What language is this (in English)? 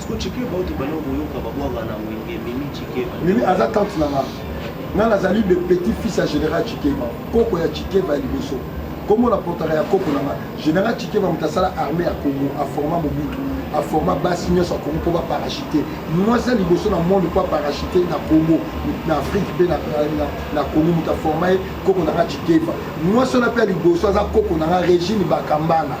Lingala